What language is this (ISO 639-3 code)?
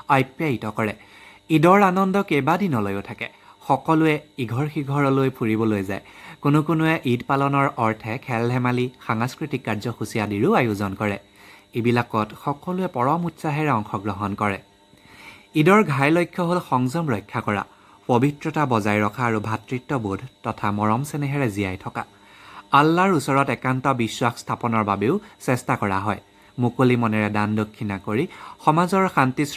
asm